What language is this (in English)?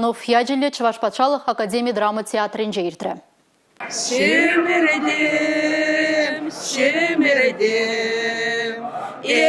Chuvash